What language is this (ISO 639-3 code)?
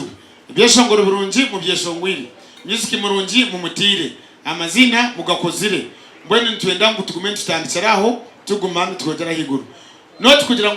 nyn